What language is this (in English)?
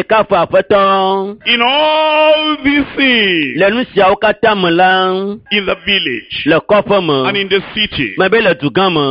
Ewe